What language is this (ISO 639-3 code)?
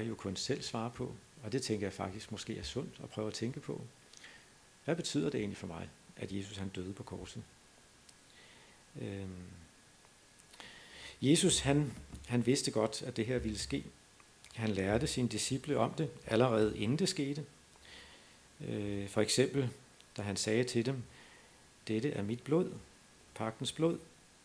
dan